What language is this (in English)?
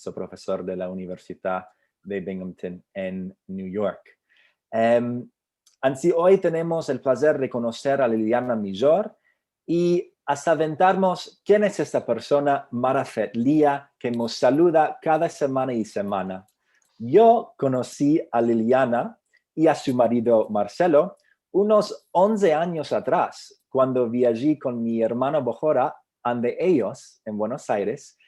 Ladino